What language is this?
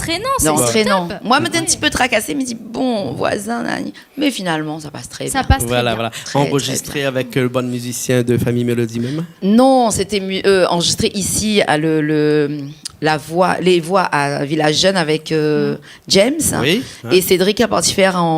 Réunion Creole French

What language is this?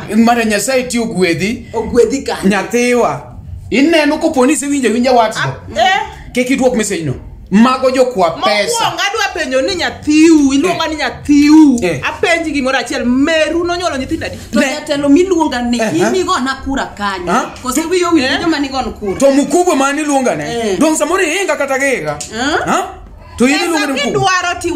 Luo (Kenya and Tanzania)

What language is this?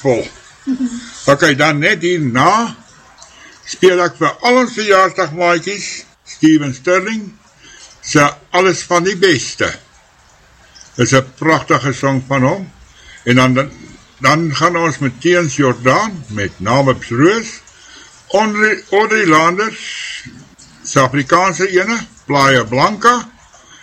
Afrikaans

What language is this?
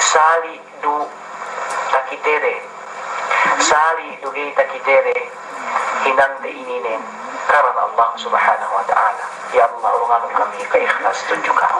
Yakan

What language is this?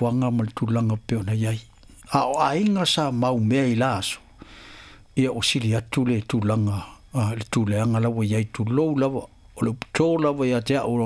Samoan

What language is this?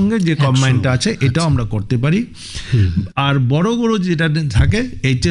Bangla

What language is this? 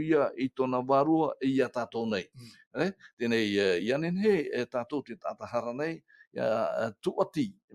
Tahitian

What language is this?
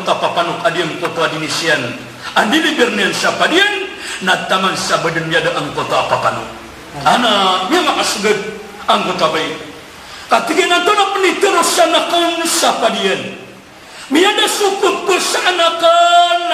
Maranao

